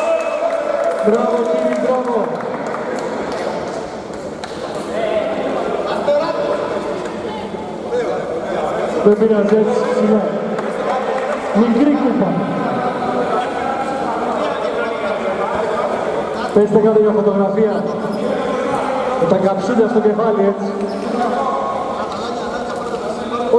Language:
Greek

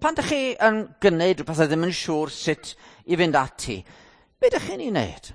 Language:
Welsh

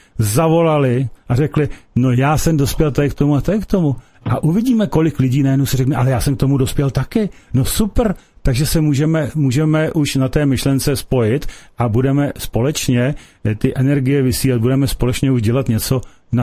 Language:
Czech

